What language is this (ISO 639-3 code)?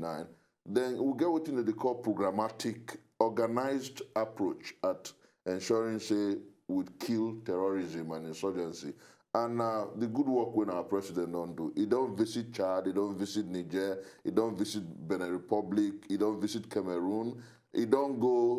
pcm